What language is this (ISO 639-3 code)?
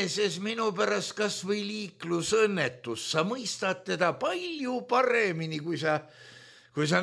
est